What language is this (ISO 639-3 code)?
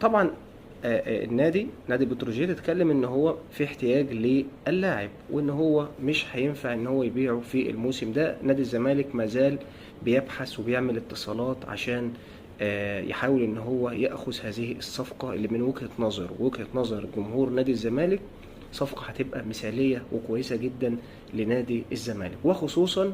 arz